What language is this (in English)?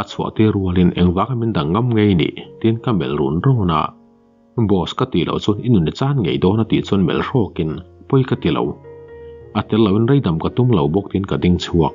Mizo